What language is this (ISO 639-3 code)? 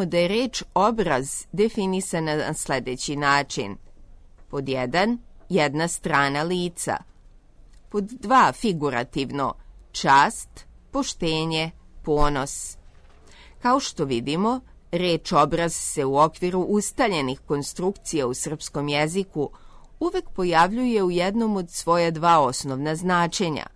srp